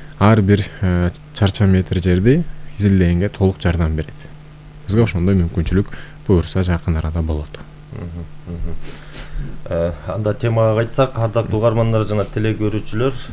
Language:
Kyrgyz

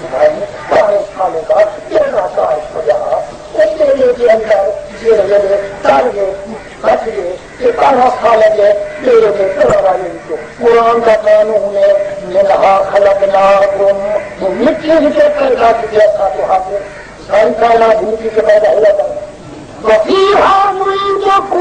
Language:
Saraiki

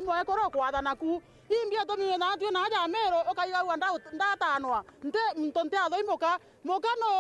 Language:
Meru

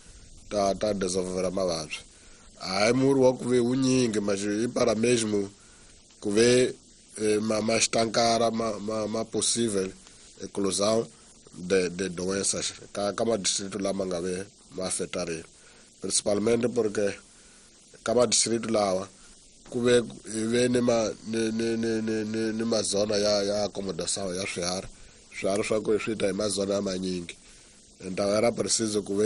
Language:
Tsonga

